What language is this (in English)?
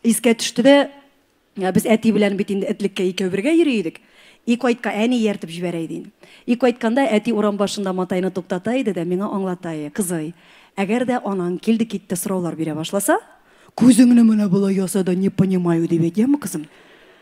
Tatar